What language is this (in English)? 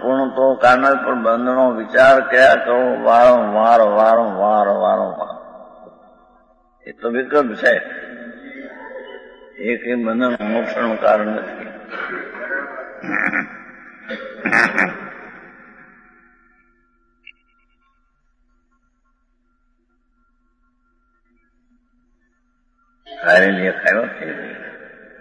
Gujarati